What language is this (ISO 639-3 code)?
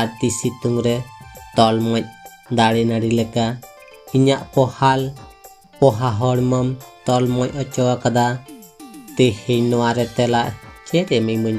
sat